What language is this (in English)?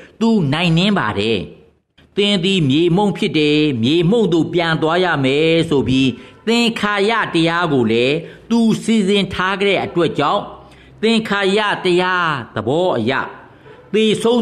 Burmese